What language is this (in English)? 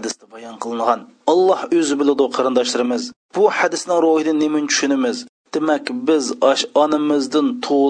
Uyghur